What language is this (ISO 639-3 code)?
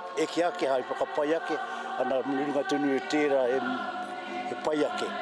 mri